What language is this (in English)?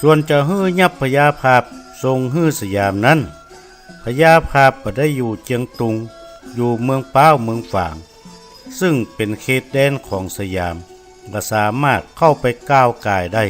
Northern Thai